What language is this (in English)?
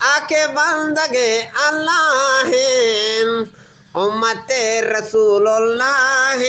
Eastern Balochi